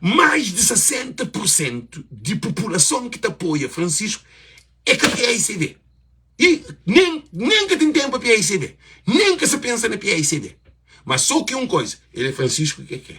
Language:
Kabuverdianu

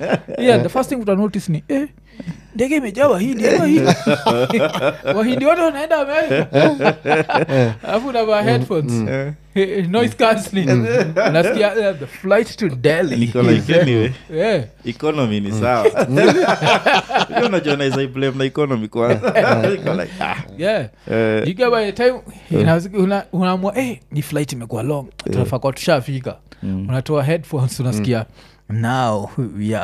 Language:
Swahili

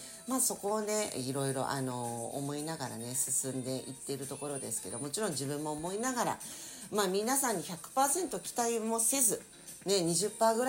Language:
Japanese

